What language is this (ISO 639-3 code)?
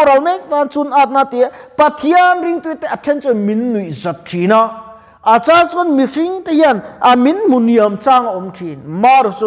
lus